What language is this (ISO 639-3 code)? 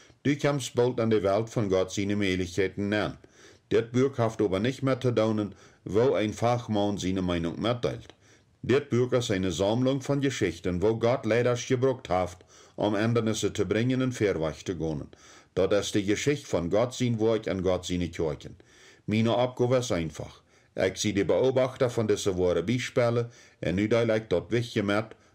pdt